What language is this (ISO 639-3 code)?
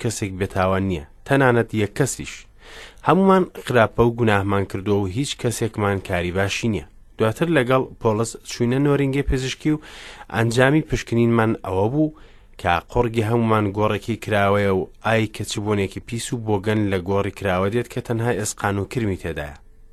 ckb